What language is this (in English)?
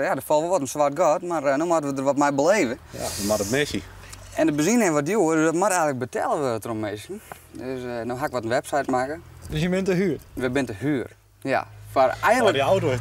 Western Frisian